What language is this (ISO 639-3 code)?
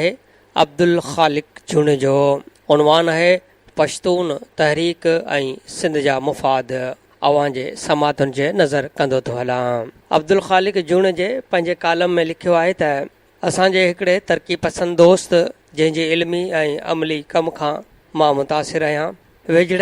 snd